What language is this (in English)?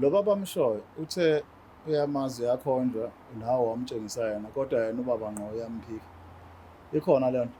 Zulu